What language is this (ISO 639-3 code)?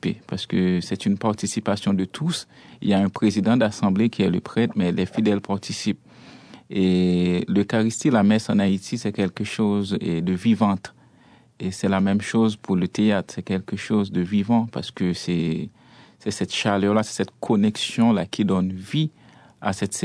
fra